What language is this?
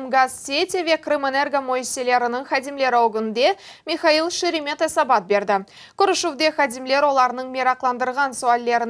Crimean Tatar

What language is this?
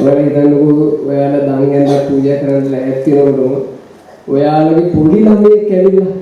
Sinhala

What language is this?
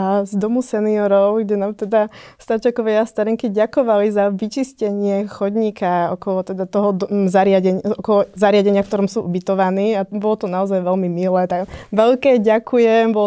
Slovak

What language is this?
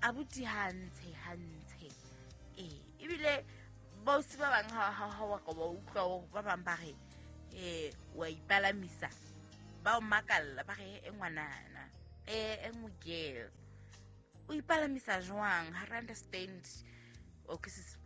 Southern Sotho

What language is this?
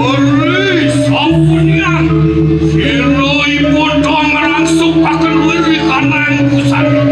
Balinese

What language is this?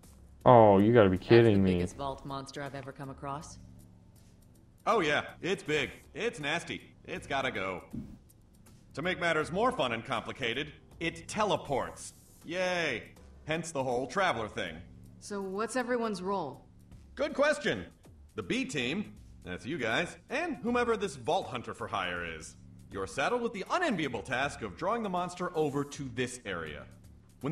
English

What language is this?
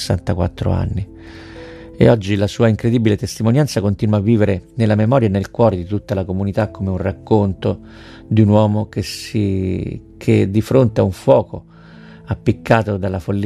Italian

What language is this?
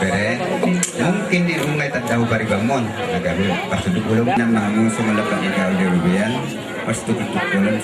Batak Toba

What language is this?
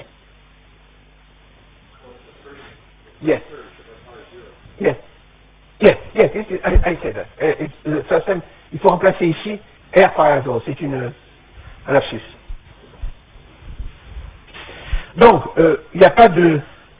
French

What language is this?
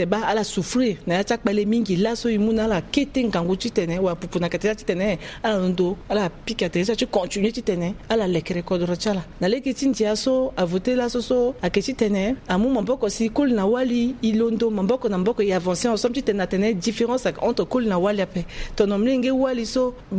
Sango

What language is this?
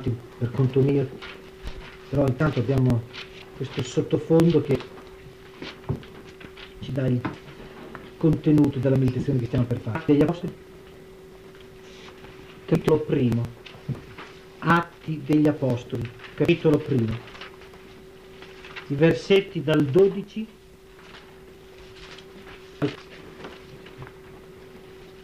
Italian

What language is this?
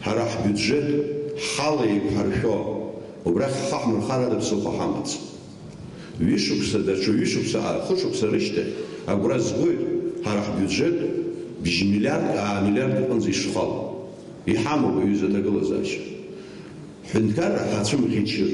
Abkhazian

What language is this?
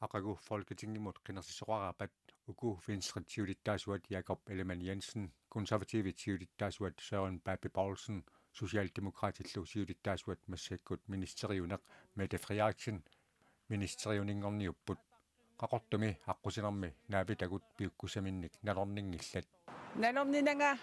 Kalaallisut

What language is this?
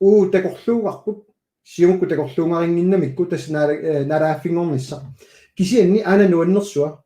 Kalaallisut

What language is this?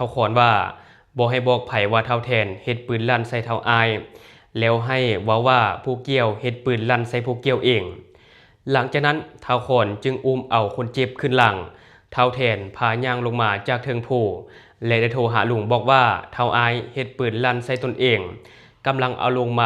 Lao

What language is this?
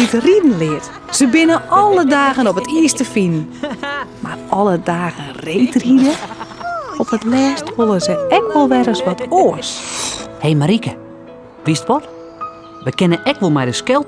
Western Frisian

